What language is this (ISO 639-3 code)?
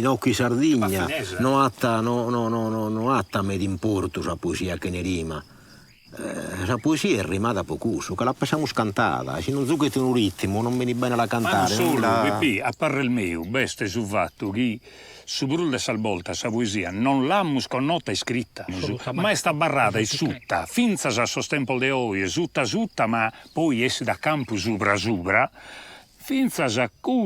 srd